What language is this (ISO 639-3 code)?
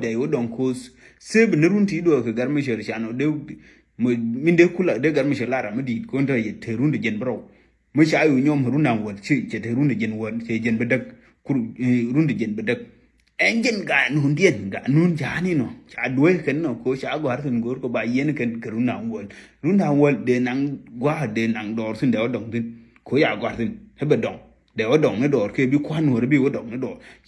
nus